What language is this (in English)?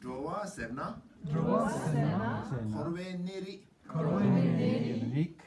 Tibetan